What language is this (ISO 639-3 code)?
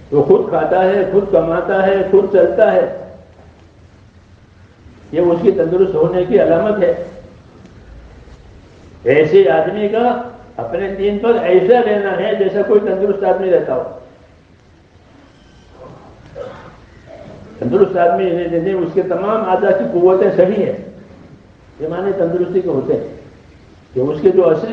urd